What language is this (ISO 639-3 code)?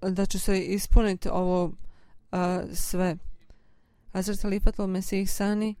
bos